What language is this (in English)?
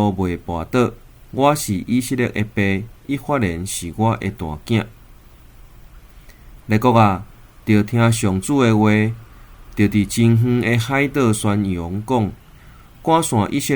Min Nan Chinese